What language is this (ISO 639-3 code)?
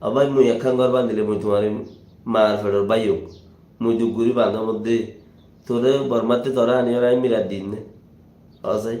rhg